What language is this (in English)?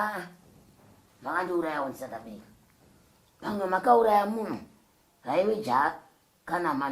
Shona